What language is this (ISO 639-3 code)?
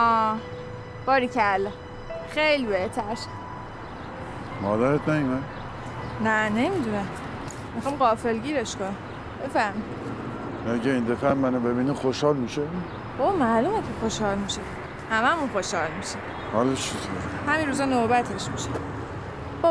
fas